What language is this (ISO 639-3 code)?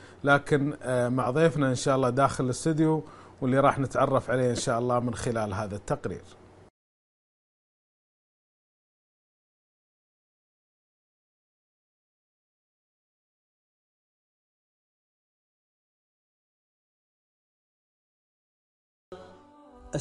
ara